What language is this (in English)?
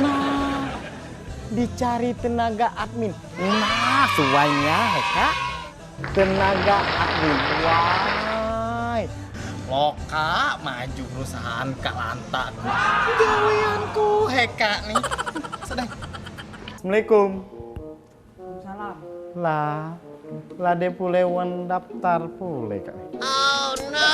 Musi